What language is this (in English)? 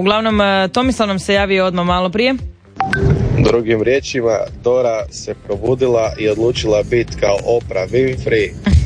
Croatian